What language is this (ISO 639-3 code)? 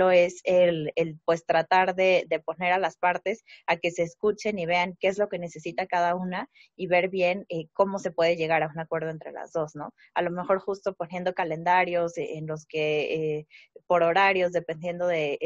spa